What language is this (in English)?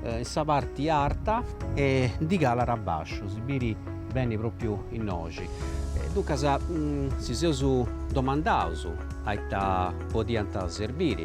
Sardinian